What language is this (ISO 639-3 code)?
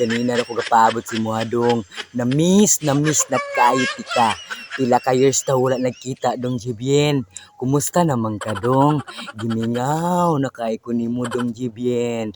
ceb